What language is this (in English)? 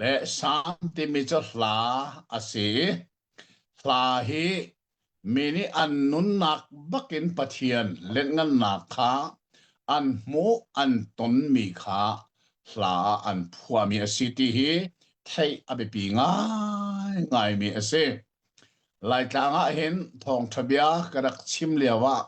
Hakha Chin